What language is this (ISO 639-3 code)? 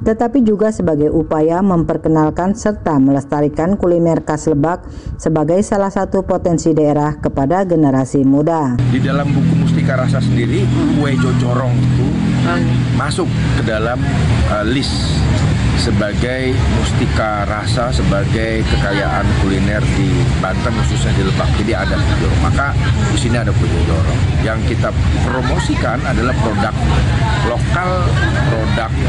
ind